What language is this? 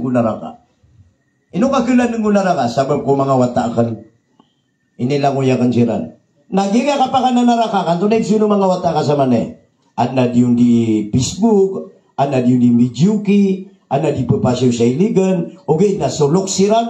Maranao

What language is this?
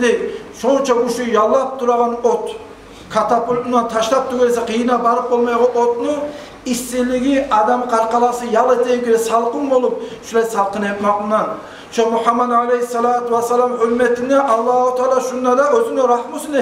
Kumyk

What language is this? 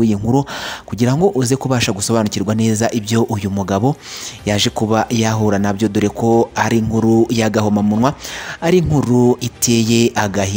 Kinyarwanda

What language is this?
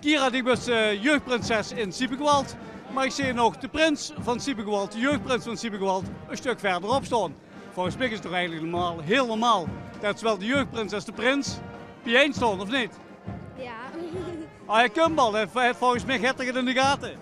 Limburgish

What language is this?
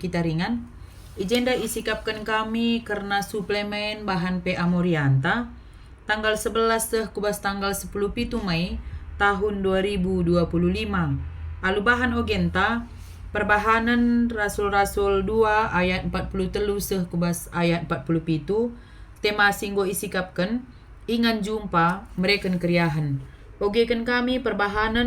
Batak Karo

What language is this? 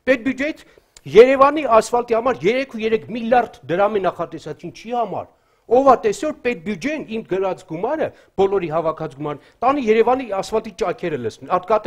Armenian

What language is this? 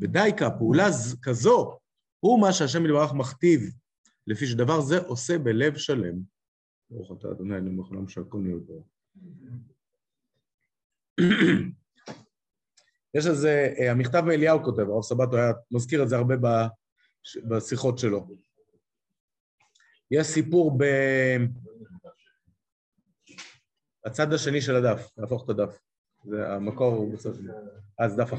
Hebrew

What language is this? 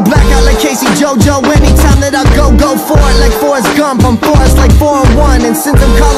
English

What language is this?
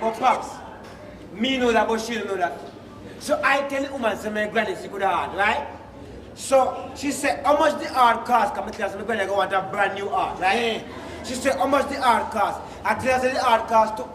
Jamaican Creole English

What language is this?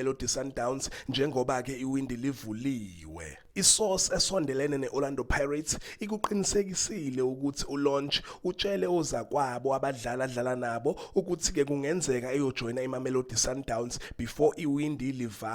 Zulu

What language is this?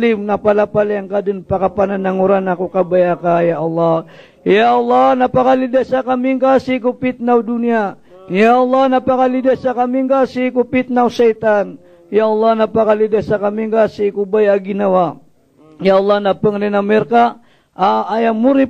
Maranao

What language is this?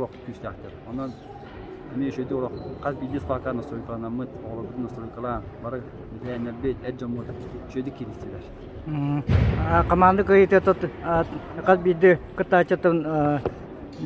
Yakut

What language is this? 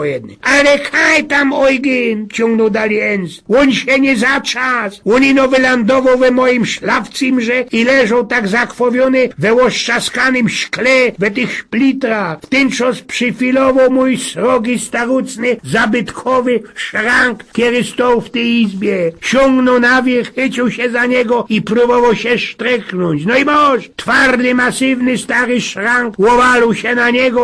Silesian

